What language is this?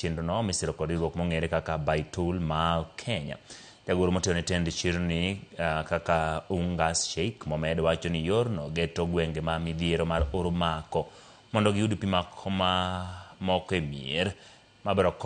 Luo (Kenya and Tanzania)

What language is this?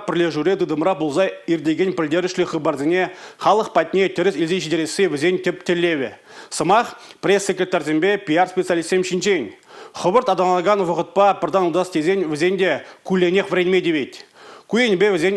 Chuvash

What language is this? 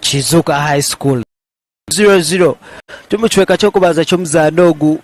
Nyankole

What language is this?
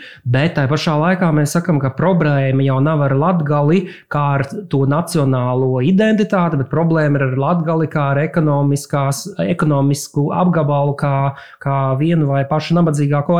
Latvian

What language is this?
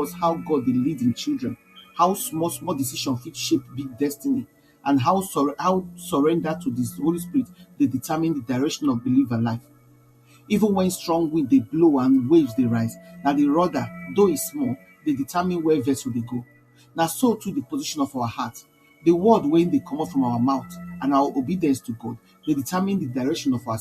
Nigerian Pidgin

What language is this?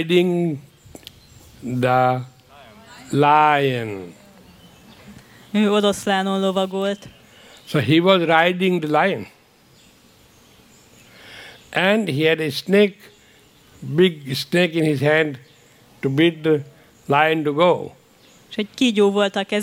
Hungarian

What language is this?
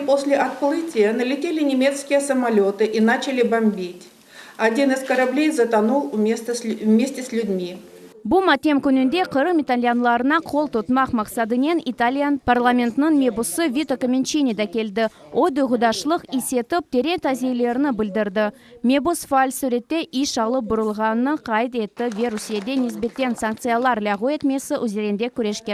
Crimean Tatar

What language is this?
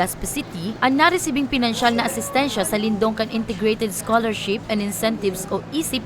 Bikol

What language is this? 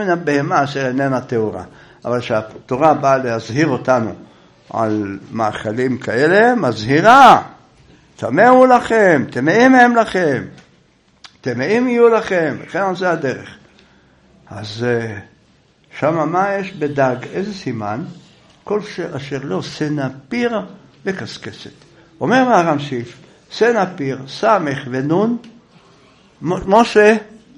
Hebrew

